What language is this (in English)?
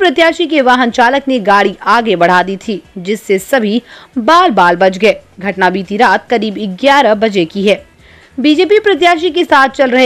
Hindi